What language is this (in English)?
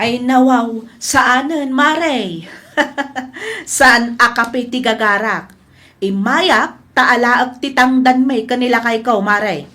Iloko